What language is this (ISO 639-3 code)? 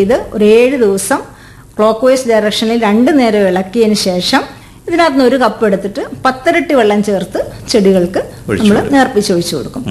mal